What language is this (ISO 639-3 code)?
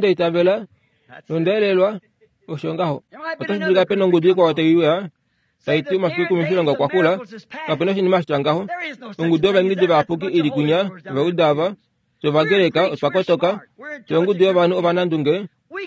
kua